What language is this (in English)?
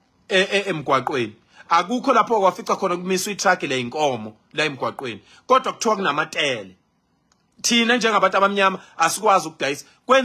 Zulu